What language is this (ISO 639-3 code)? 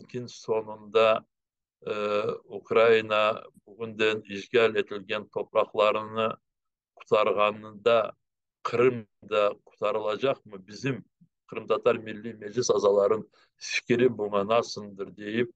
crh